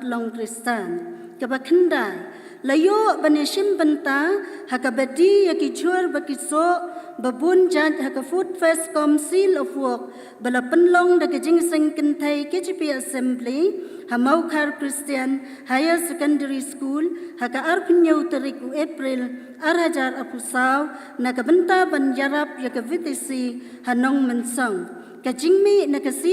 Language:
Khasi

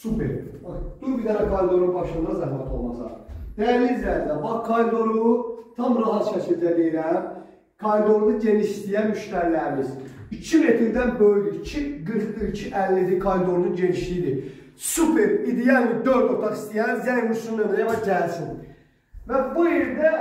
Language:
Azerbaijani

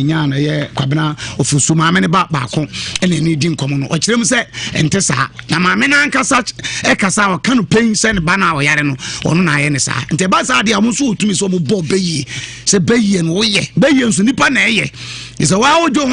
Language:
Akan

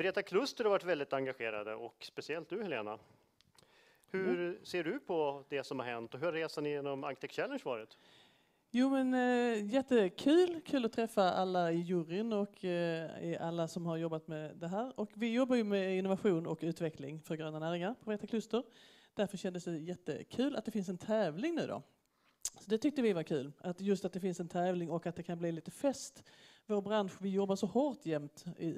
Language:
Swedish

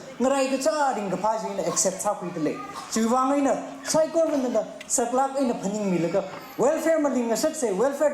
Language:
Tangkhul Naga (India)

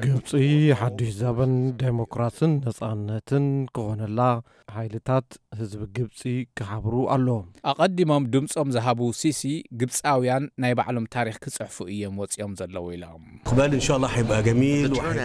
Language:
Tigrinya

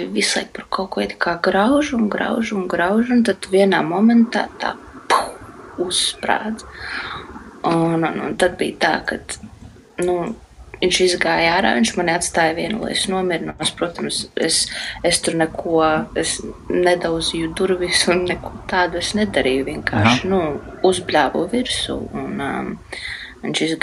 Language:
Latvian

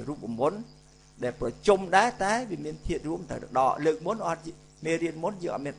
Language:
Khmer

